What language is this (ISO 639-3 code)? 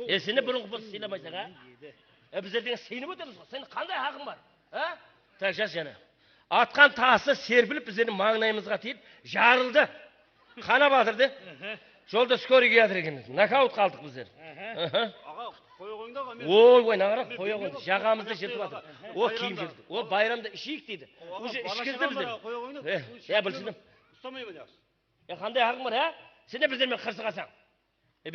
kaa